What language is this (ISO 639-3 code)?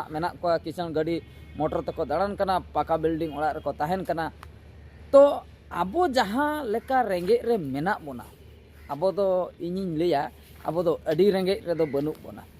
sat